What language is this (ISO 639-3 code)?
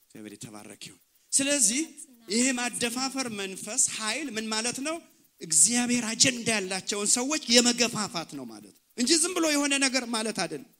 amh